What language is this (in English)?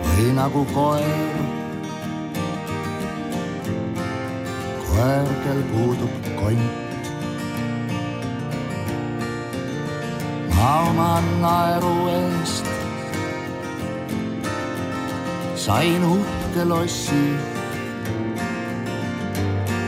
Estonian